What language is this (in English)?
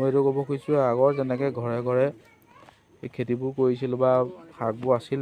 Assamese